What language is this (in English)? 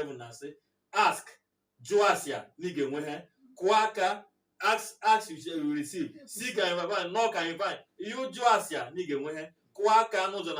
Igbo